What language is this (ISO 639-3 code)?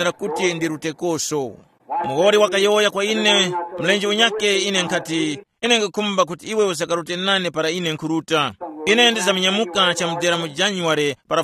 tum